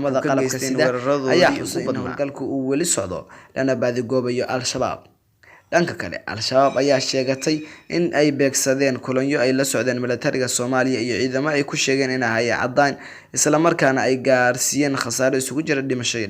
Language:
Somali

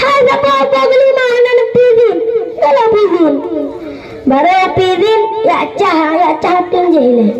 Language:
Achinese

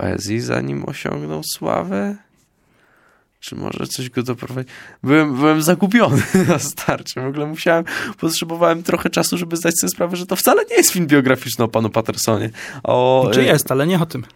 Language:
Polish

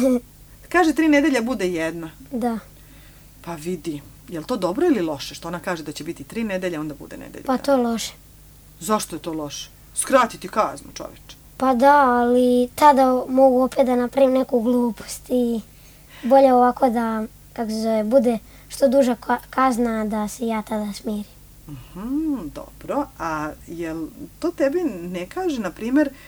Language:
Serbian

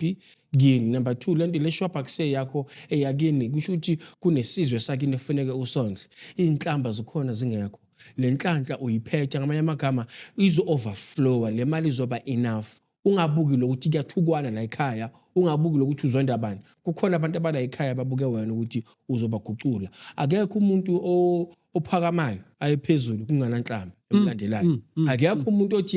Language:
Zulu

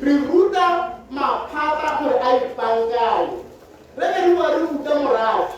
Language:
Tswana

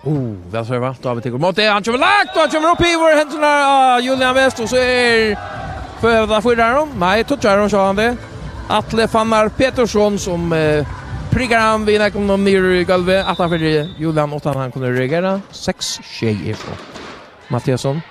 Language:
Faroese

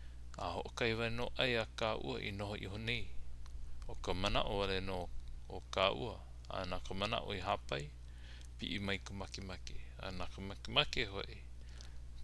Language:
Hawaiian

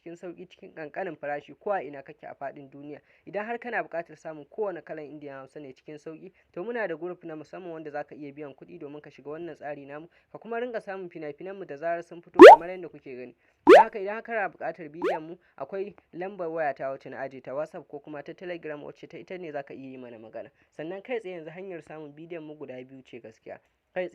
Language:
Hausa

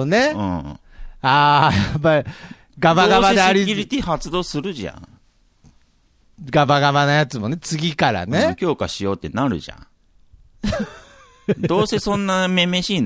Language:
Japanese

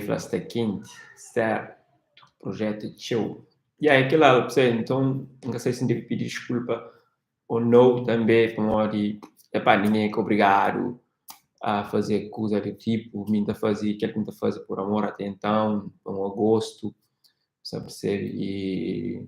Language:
Kabuverdianu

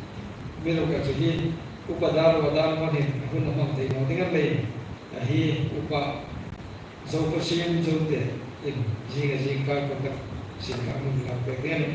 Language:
Hmar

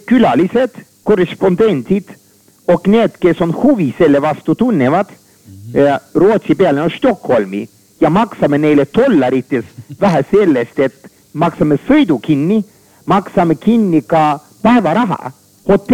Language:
Estonian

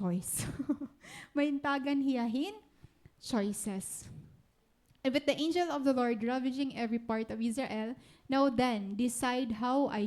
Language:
Waray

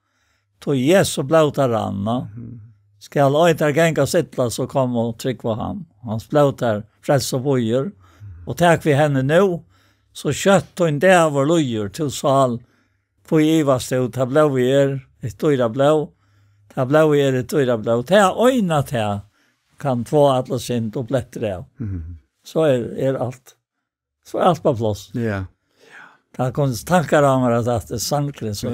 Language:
Faroese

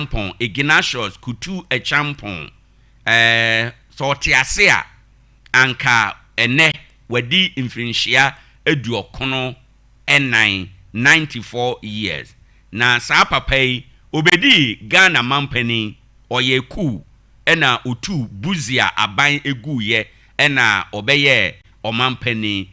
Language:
Akan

